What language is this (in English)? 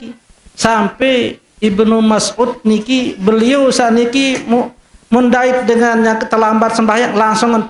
Sasak